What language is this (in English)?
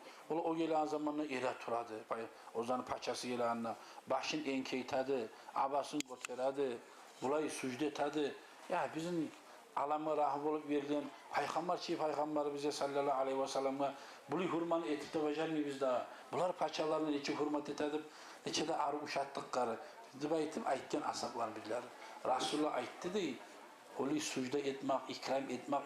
Kumyk